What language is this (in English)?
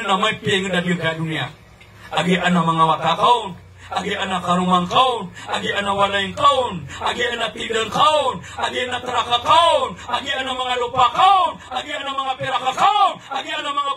Maranao